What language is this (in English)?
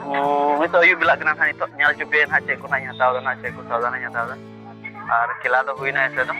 Santali